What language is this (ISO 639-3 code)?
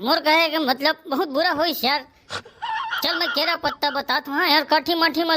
hne